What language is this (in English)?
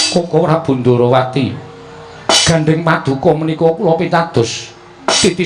Javanese